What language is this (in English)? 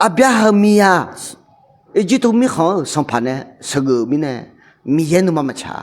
Akha